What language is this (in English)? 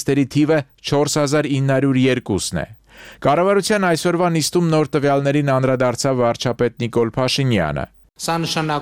Armenian